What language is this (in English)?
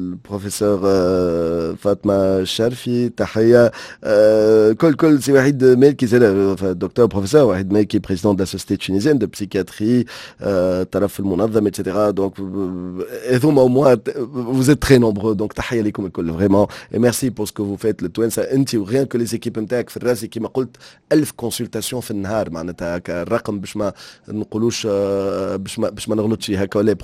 Tunisian Arabic